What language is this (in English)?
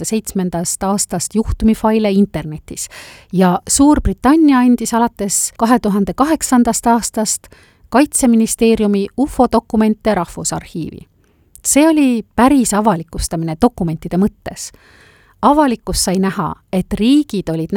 Estonian